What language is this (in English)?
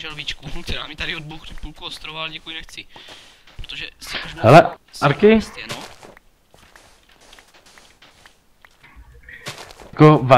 Czech